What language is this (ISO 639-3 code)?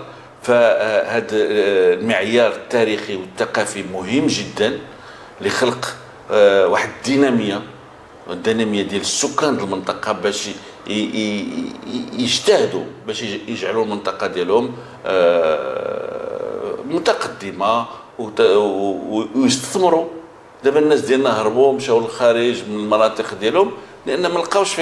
ary